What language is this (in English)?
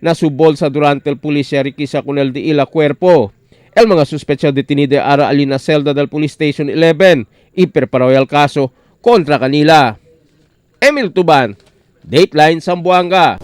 Chavacano